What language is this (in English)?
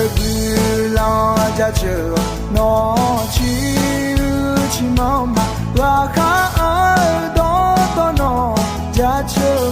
Akha